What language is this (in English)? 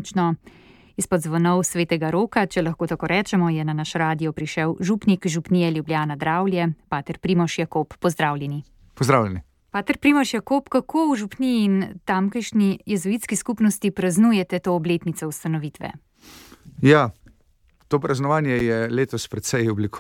Slovenian